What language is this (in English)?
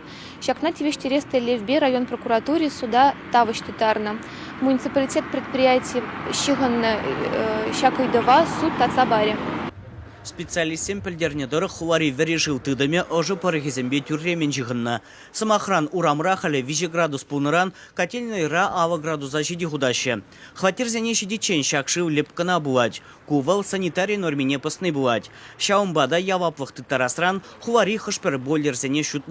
Chuvash